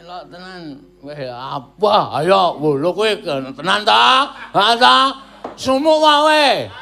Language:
Javanese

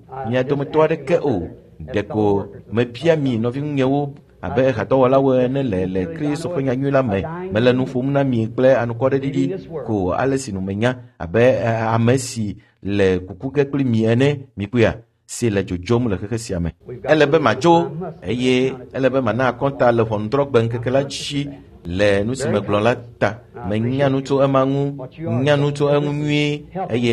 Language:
Ewe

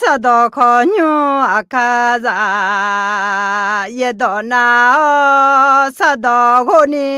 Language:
Akha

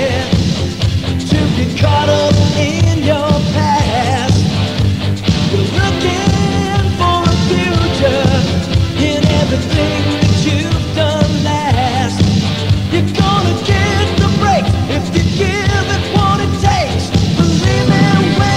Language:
English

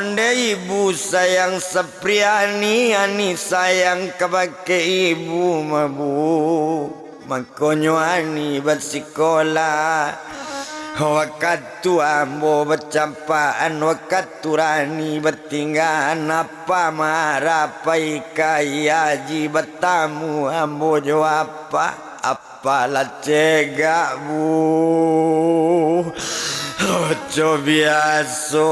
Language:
Minangkabau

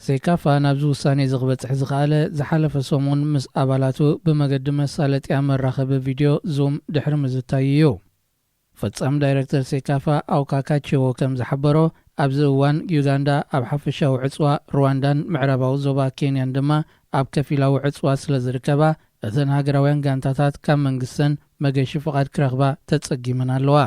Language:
Tigrinya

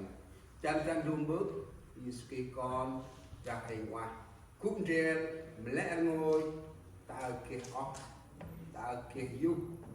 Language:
Central Mnong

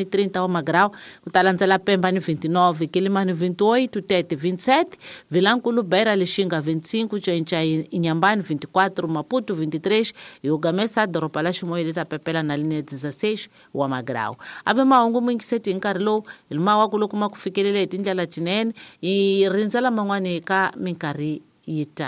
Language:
Tsonga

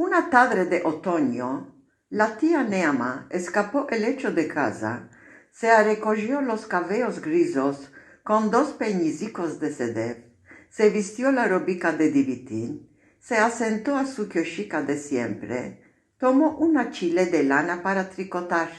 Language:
Ladino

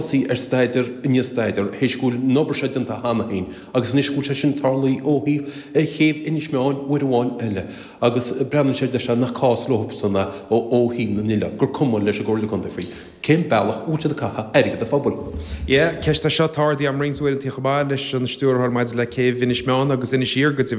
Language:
Irish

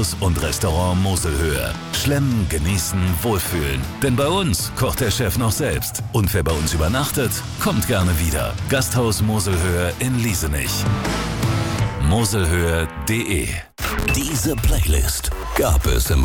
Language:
German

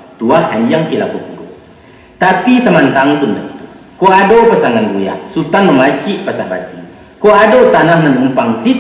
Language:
Minangkabau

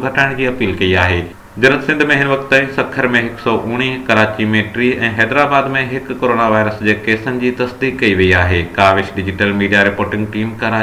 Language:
Sindhi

